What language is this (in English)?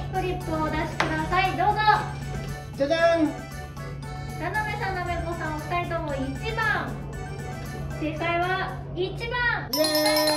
Japanese